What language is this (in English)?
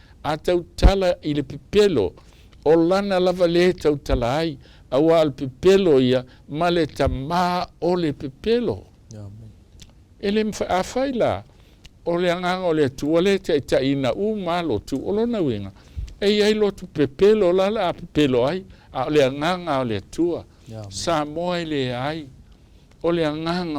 Samoan